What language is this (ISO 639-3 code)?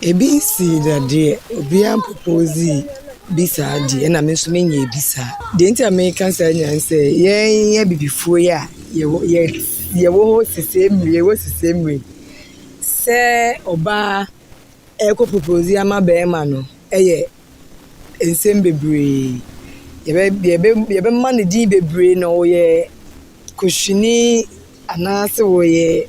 aka